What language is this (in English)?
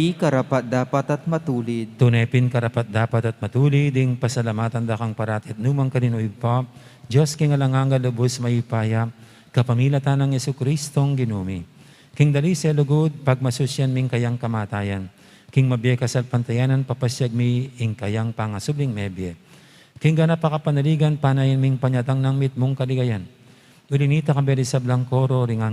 Pampanga